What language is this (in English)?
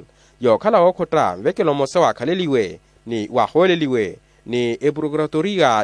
Makhuwa